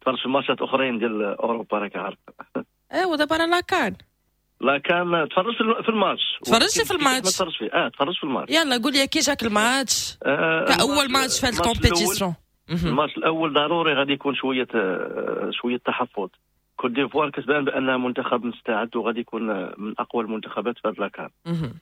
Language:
Moroccan Arabic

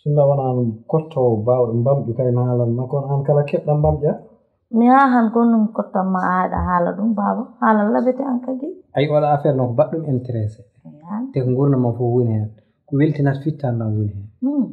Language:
Fula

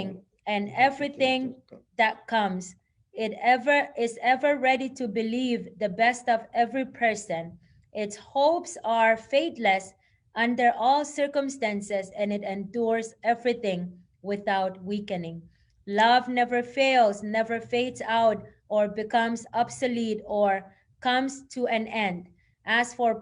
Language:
Pohnpeian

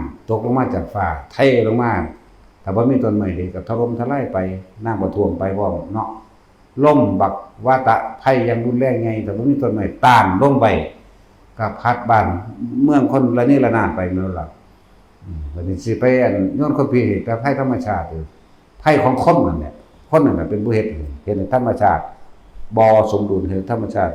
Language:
Northeastern Thai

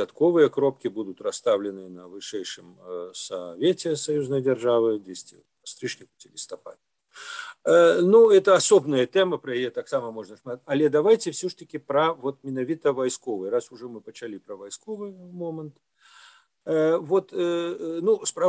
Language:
Belarusian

